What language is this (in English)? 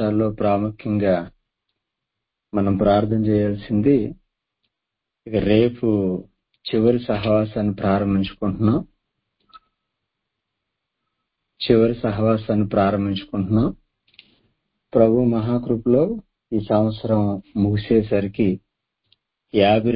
Telugu